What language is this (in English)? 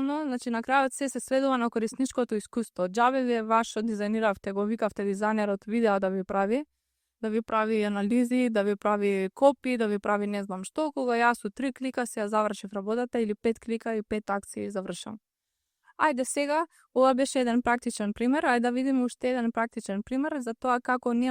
Macedonian